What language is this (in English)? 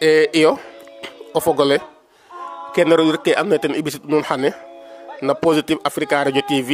Serer